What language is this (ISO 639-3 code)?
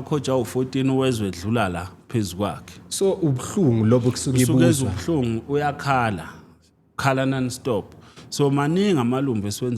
zul